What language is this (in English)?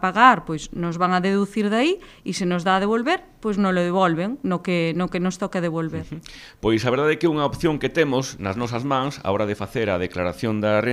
Galician